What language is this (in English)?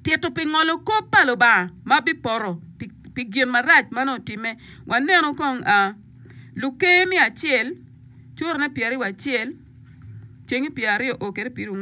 Acoli